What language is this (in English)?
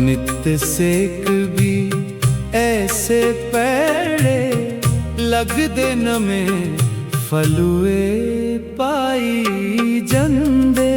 Dogri